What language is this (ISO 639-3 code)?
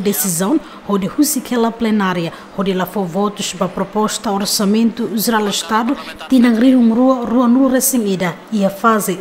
tet